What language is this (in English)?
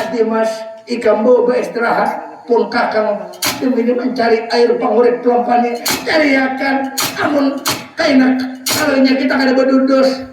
Banjar